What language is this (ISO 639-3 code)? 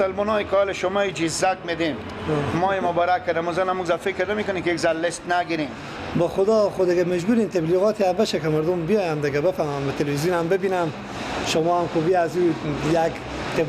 fas